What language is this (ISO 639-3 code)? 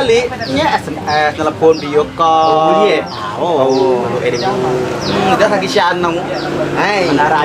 mui